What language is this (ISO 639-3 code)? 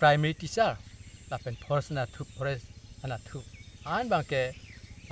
mjw